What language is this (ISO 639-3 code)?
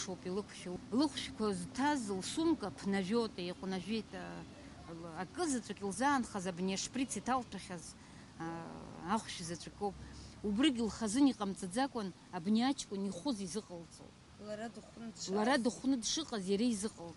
abk